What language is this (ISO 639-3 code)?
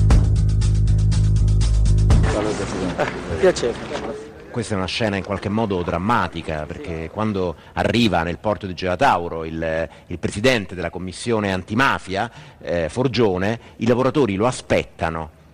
ita